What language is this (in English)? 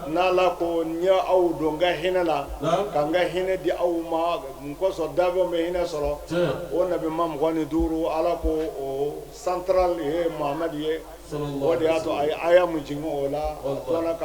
Bambara